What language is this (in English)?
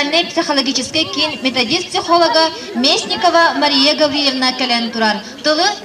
Yakut